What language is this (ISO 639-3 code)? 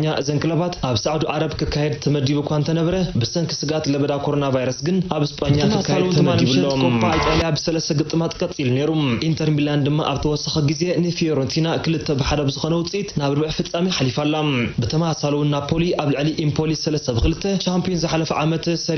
tir